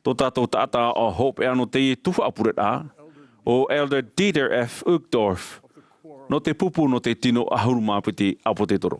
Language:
Tahitian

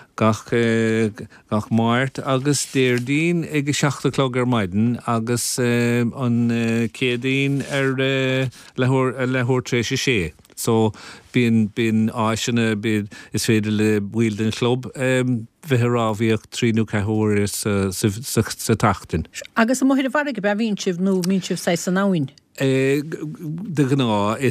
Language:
Irish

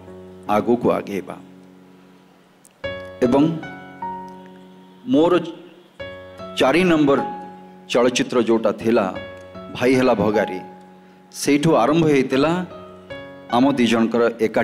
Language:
Odia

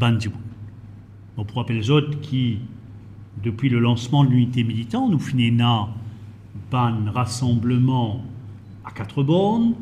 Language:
Morisyen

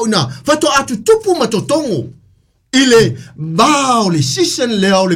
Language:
Samoan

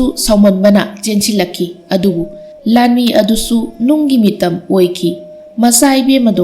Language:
Manipuri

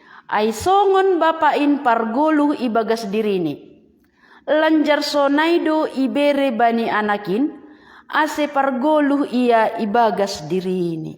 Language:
Batak Simalungun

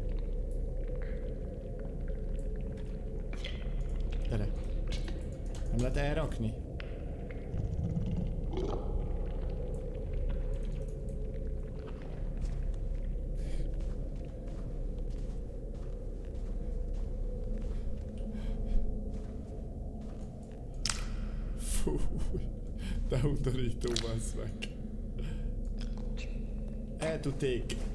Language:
Hungarian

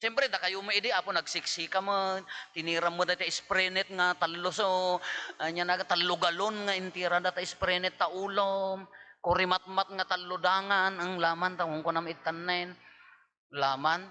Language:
Iloko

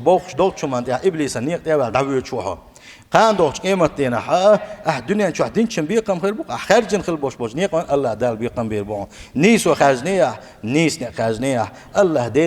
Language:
Chechen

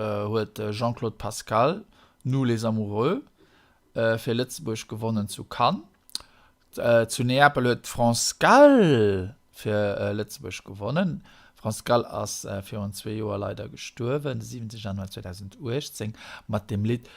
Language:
Luxembourgish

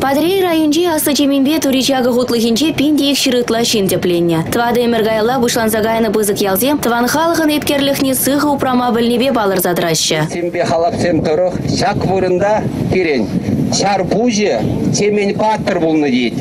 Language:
Chuvash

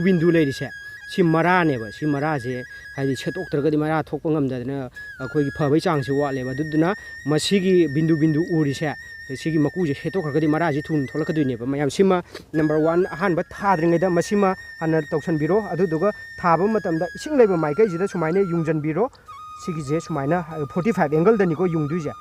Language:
Manipuri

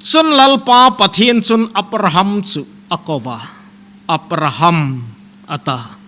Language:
Hmar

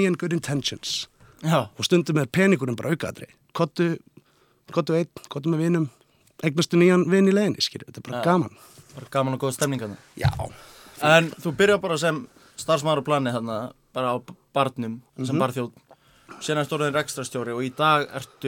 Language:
Icelandic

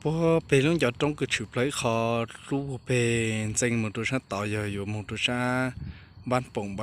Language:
Hmong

